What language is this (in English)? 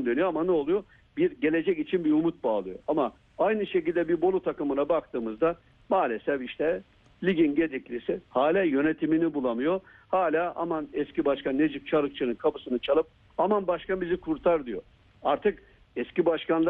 Turkish